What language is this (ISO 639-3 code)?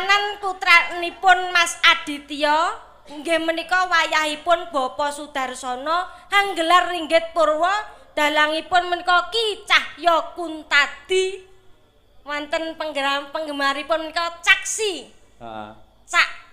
jav